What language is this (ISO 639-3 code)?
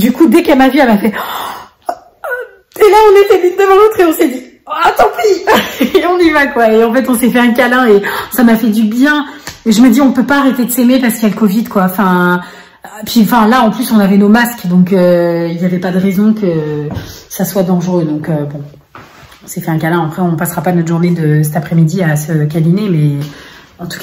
fra